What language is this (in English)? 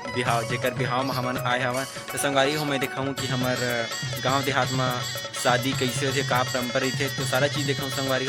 Chhattisgarhi